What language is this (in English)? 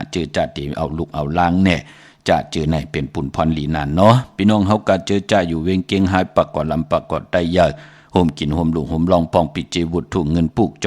Shan